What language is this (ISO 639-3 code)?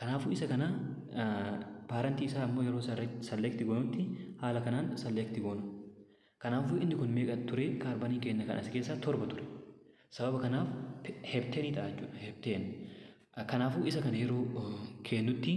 orm